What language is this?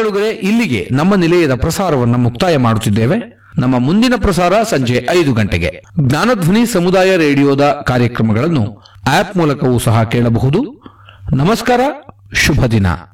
Kannada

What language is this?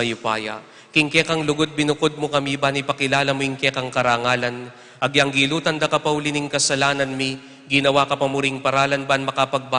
Pampanga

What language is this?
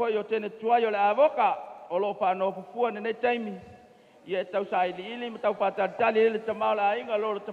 Samoan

